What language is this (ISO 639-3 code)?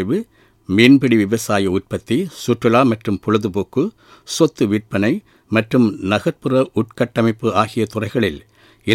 tam